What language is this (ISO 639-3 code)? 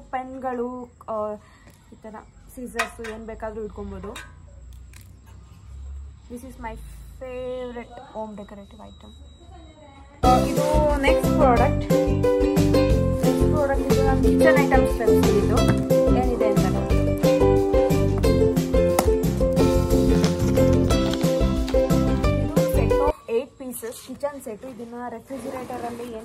kan